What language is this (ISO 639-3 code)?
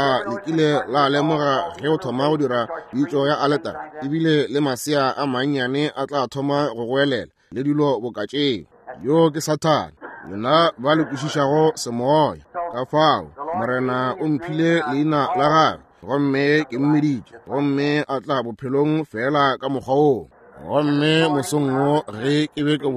nso